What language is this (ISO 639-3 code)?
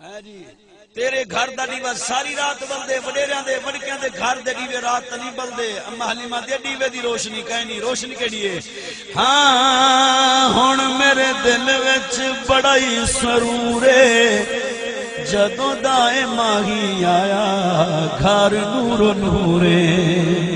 skr